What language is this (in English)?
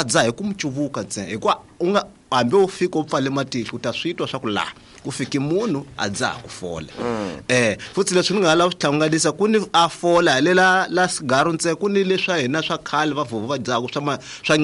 Tsonga